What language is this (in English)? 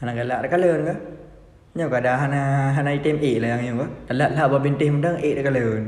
Achinese